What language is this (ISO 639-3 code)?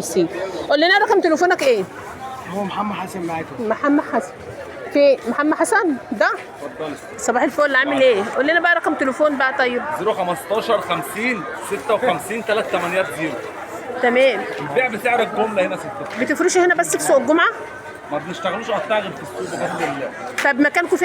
arz